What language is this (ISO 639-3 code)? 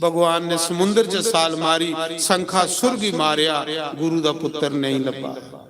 doi